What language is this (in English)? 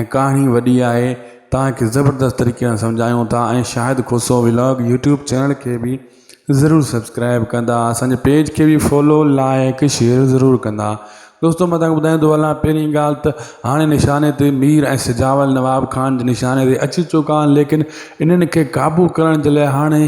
Sindhi